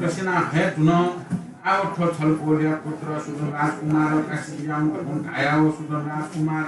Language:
Newari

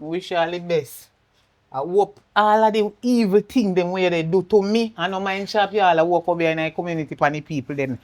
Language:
Jamaican Creole English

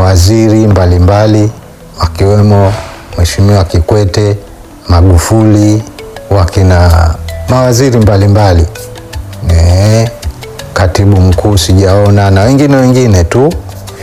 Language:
Swahili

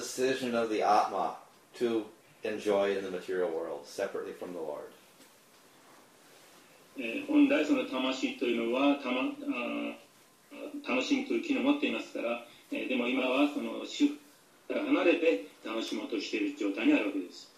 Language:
Japanese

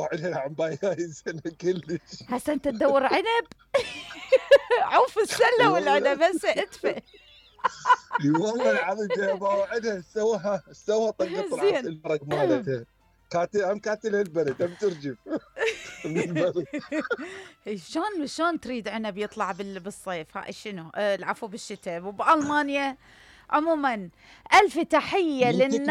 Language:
Mesopotamian Arabic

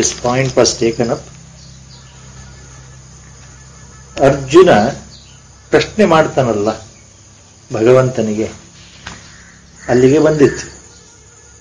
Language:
Kannada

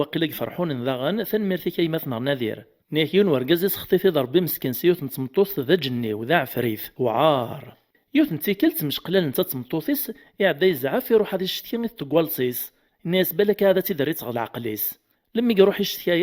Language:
Kabyle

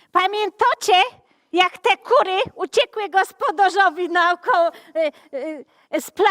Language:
Silesian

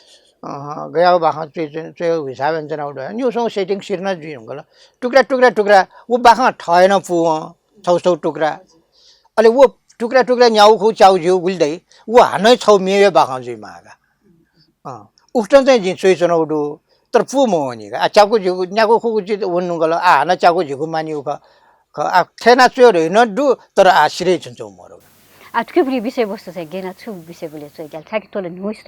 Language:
Newari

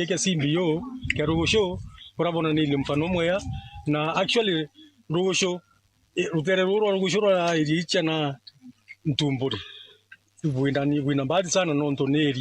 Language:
Meru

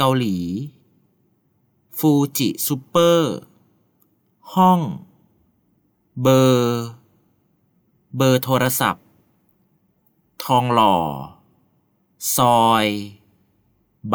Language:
Thai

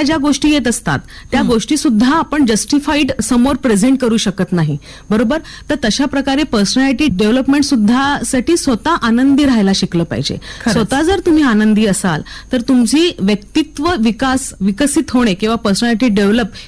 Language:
Marathi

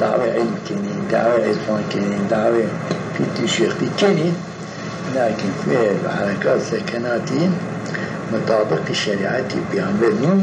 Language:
Zaza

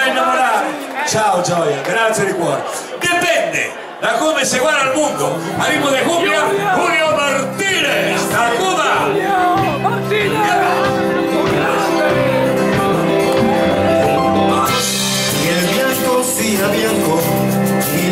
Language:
Italian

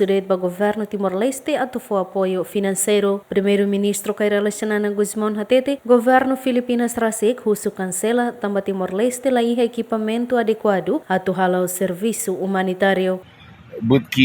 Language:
Tetum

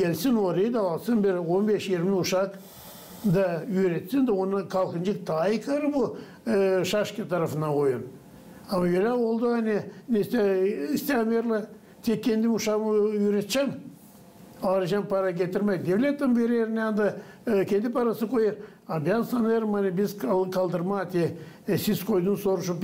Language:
Gagauz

